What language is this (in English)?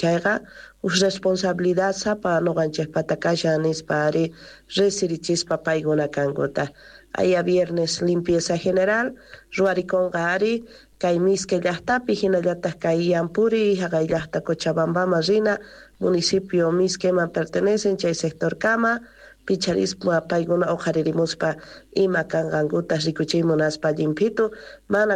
South Bolivian Quechua